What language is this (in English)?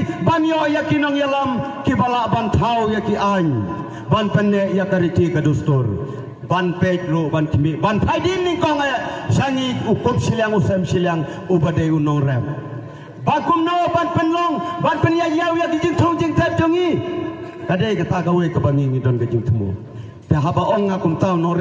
Khasi